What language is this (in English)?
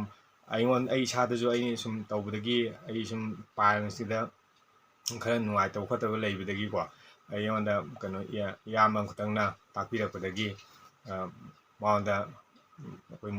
Manipuri